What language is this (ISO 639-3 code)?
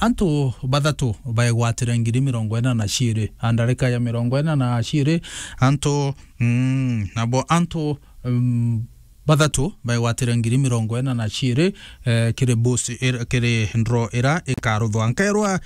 mer